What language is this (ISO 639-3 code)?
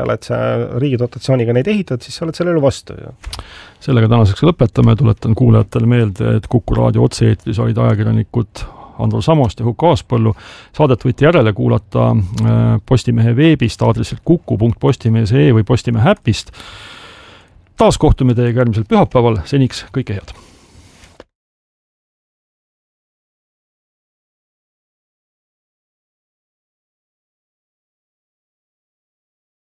est